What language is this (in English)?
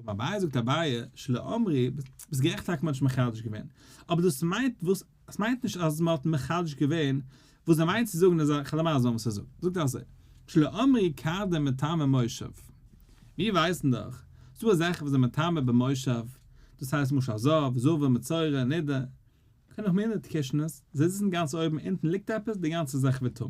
Yiddish